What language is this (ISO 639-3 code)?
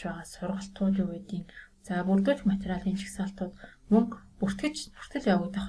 mon